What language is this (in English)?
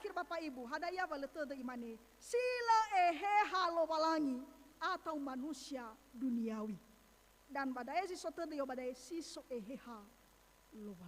Nias